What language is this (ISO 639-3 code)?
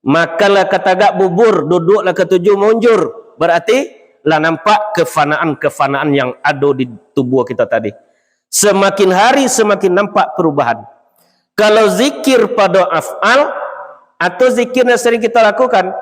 min